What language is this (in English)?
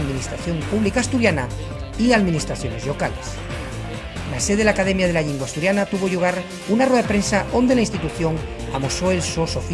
Asturian